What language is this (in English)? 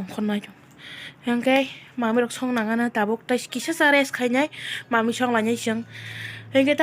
Kok Borok